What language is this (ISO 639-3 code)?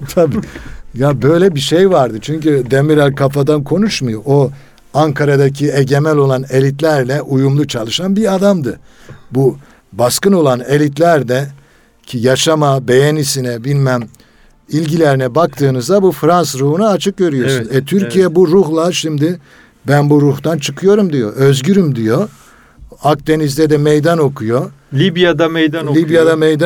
tur